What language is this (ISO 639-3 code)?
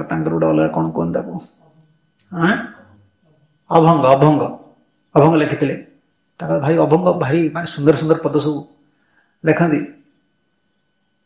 ori